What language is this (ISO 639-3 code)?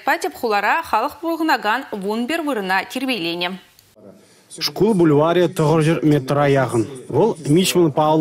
chv